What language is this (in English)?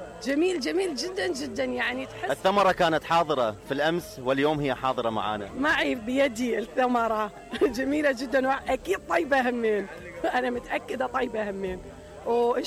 Mesopotamian Arabic